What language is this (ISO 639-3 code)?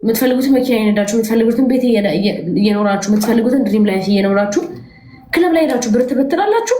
amh